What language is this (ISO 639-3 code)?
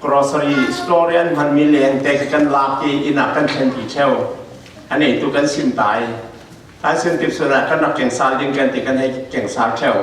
cfm